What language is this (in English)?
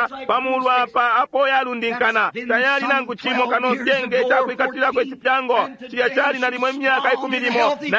Bemba